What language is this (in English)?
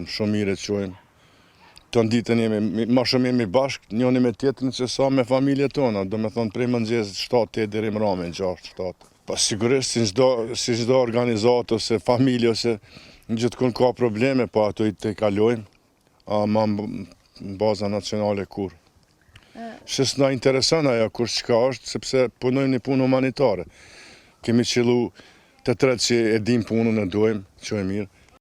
Albanian